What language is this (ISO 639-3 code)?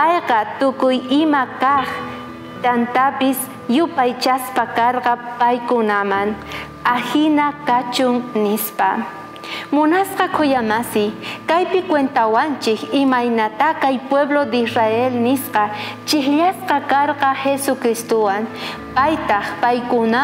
quh